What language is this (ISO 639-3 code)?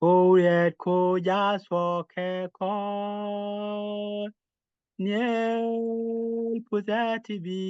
nus